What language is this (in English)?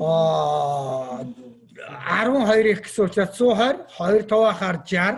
Mongolian